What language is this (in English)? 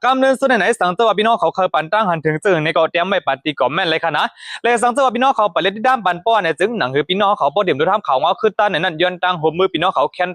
Shan